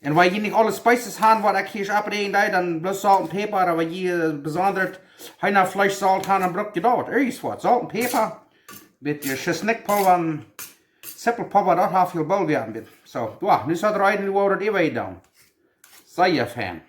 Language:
Plautdietsch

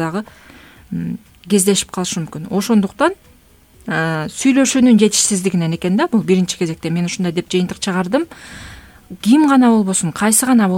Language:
Kyrgyz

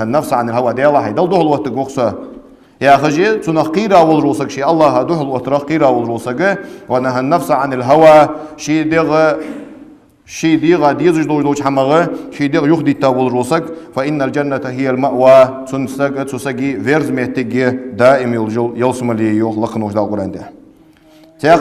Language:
Ingush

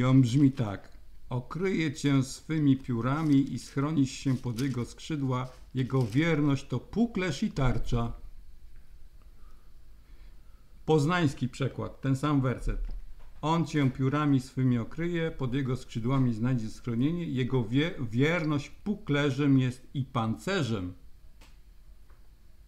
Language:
Polish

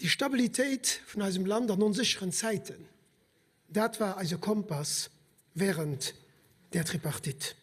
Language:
Luxembourgish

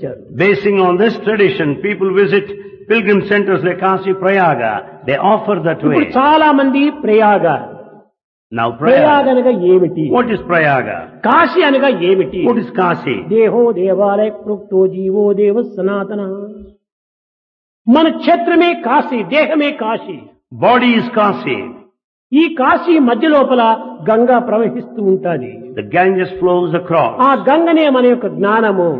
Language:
Telugu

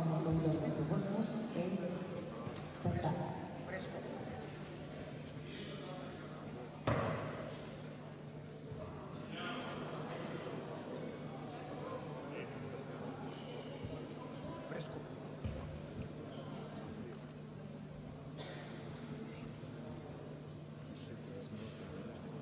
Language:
Bulgarian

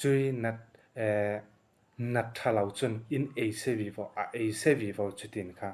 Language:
Falam Chin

